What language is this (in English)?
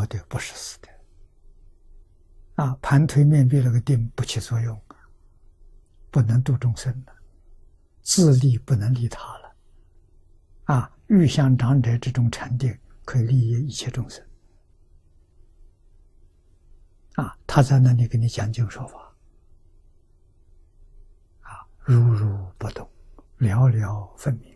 Chinese